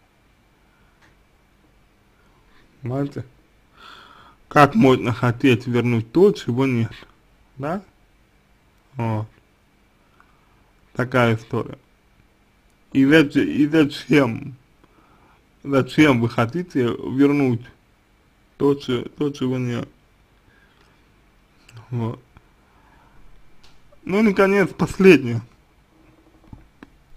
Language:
Russian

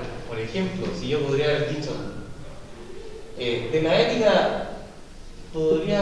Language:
Spanish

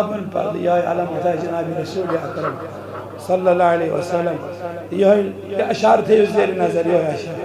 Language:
Kashmiri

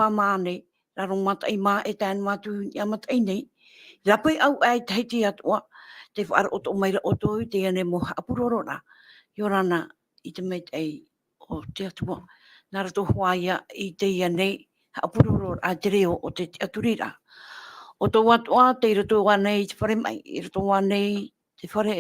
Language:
Tahitian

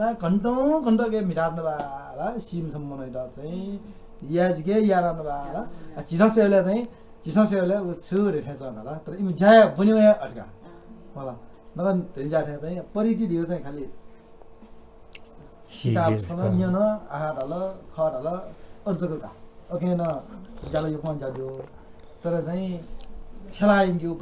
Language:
Newari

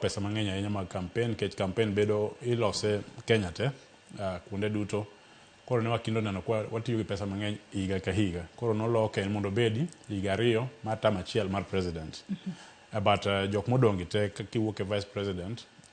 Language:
Luo (Kenya and Tanzania)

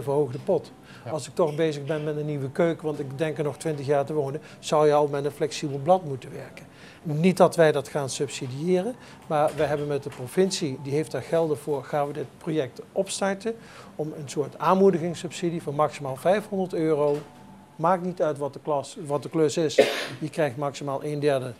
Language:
Dutch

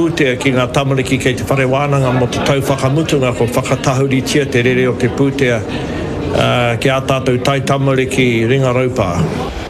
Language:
Māori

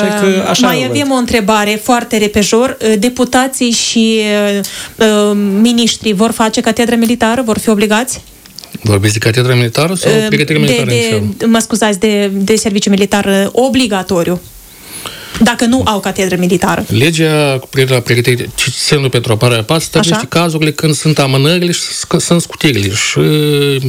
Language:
Romanian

